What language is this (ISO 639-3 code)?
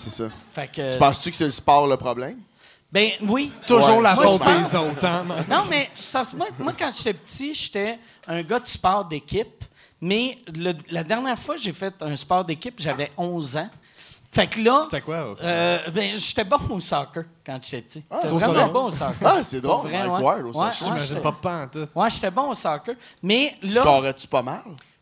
fra